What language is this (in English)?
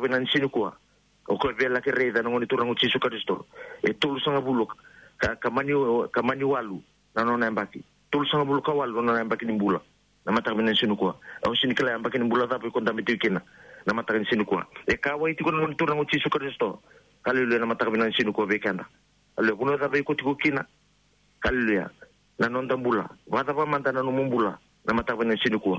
Fijian